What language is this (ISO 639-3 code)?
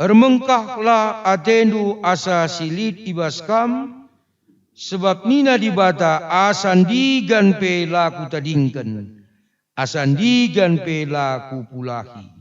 btx